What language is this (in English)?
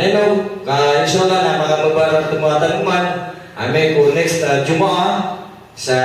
Maranao